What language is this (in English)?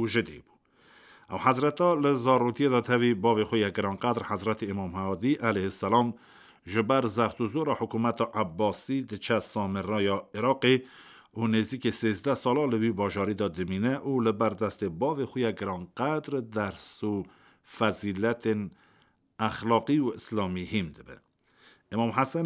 Kurdish